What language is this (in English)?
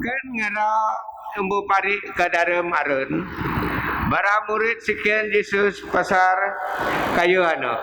Biatah Bidayuh